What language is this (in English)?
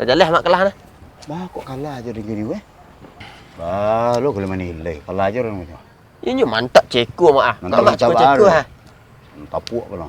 Minangkabau